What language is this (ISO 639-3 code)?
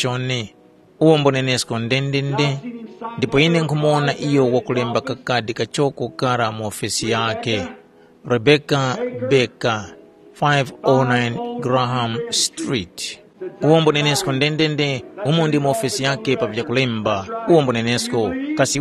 tum